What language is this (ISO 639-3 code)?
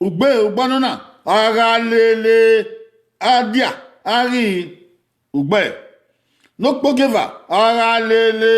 bin